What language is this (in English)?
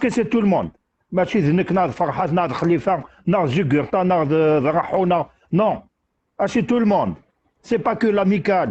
Kabyle